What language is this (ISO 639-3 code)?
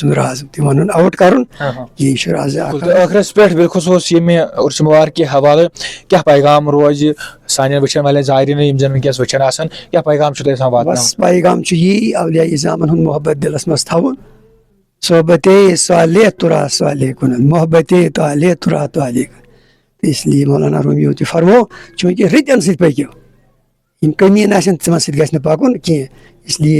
kas